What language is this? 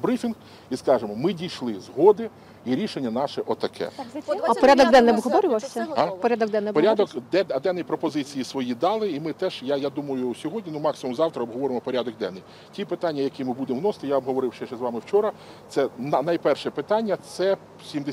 Ukrainian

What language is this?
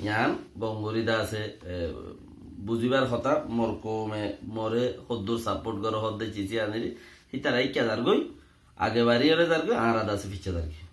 Rohingya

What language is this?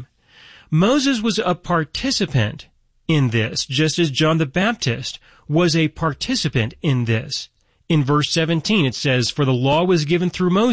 English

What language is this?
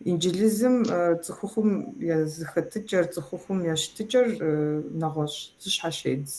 Kabardian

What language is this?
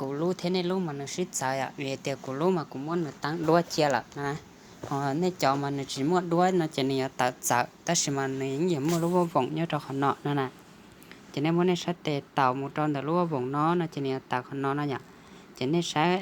Hmong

